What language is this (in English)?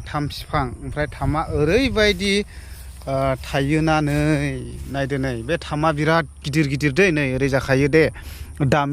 Bodo